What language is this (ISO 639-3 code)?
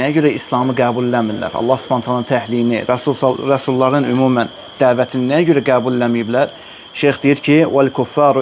aze